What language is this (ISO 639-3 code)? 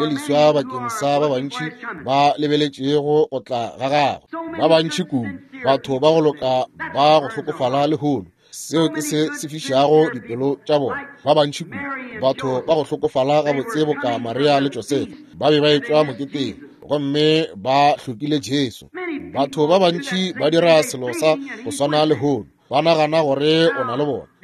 nso